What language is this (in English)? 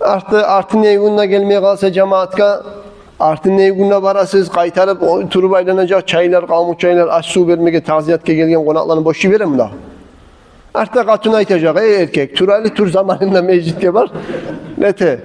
Kumyk